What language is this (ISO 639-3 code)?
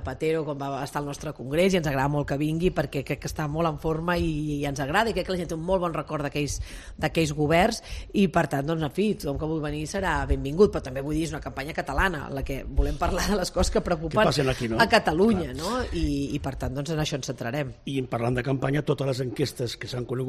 cat